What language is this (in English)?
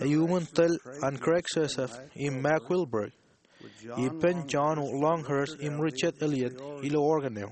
Marshallese